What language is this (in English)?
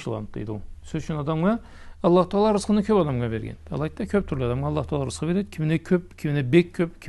Karachay-Balkar